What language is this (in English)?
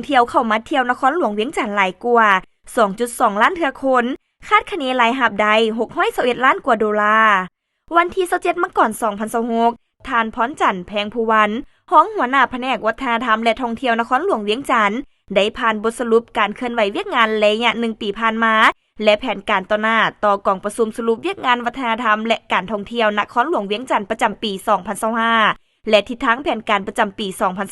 Lao